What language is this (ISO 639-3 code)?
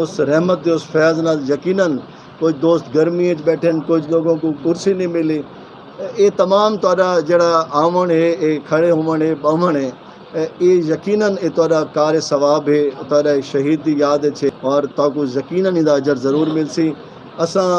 skr